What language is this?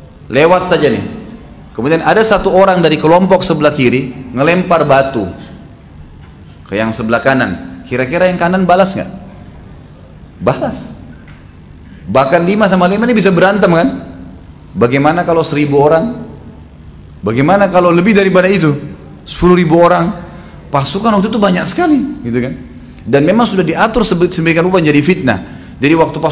Indonesian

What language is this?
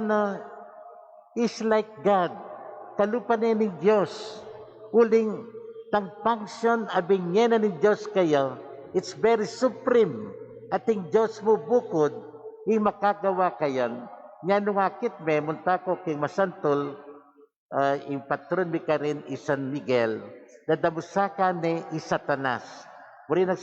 Pampanga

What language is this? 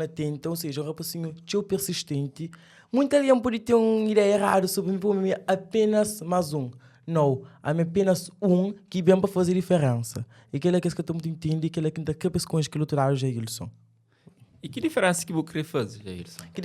Kabuverdianu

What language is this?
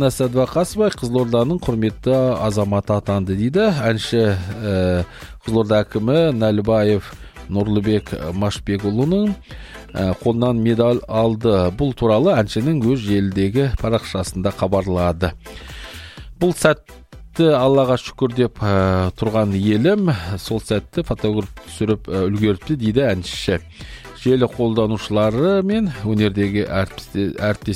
Kazakh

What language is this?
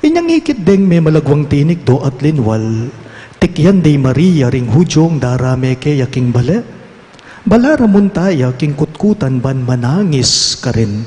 Pampanga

